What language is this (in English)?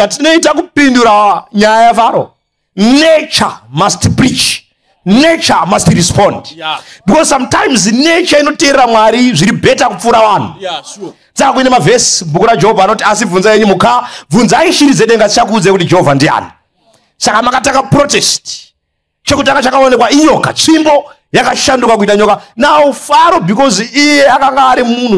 Shona